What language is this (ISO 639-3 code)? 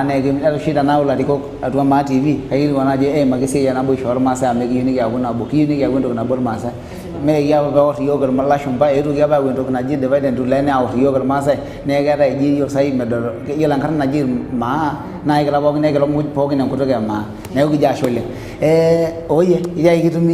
mas